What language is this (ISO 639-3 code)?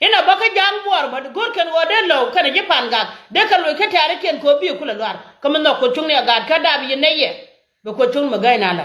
nus